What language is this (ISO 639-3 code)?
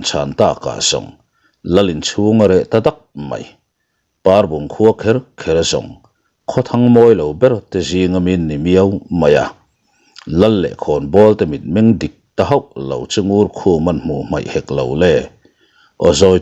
lus